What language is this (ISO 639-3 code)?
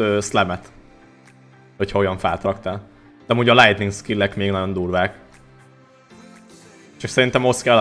hun